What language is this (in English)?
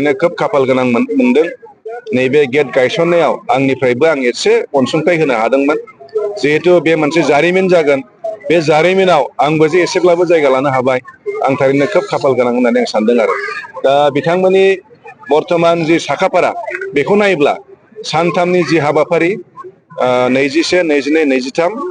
Bodo